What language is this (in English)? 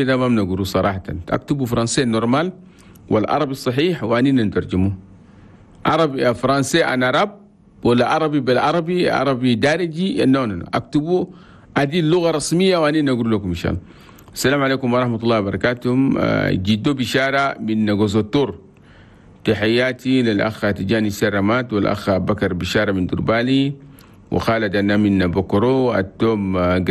Chadian Arabic